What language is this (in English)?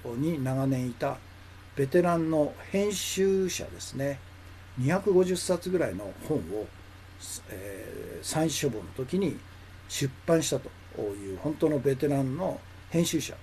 Japanese